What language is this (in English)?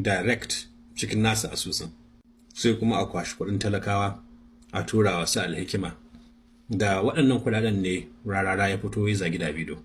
Hausa